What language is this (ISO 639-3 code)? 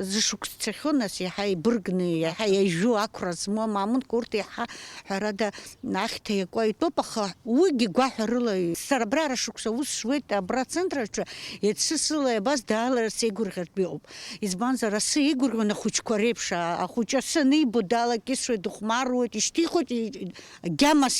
abk